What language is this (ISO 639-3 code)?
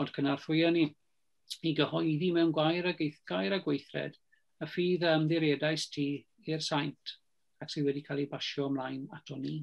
cym